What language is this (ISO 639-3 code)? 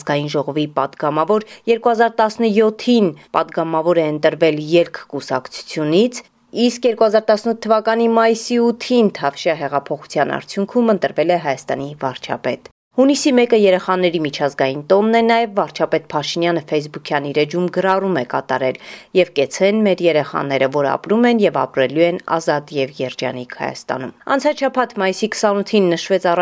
hye